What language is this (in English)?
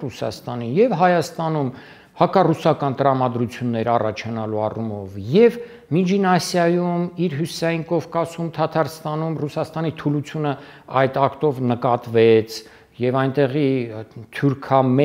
Armenian